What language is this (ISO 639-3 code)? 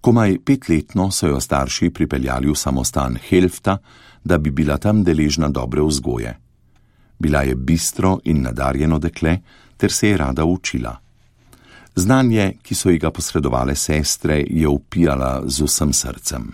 slv